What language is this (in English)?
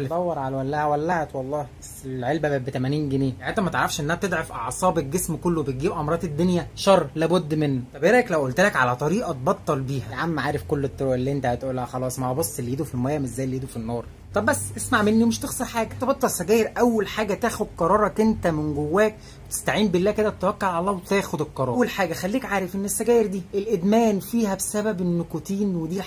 Egyptian Arabic